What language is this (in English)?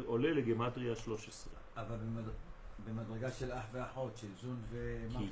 Hebrew